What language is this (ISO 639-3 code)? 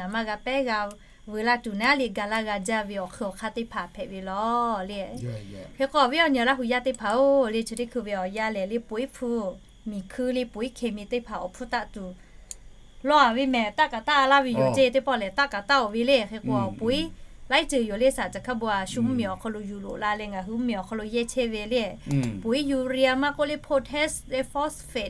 lhu